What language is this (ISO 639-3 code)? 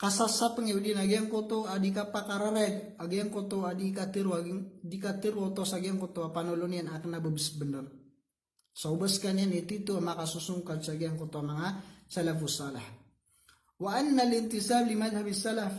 mrw